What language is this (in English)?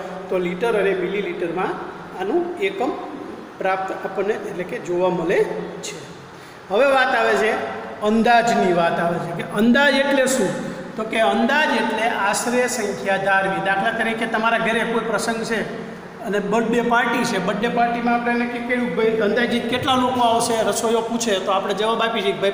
Gujarati